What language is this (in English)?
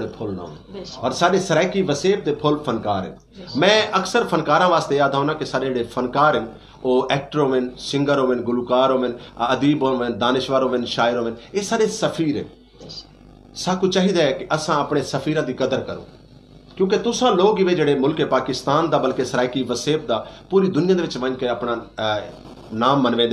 Saraiki